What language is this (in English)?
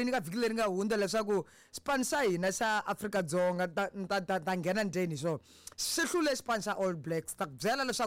Tsonga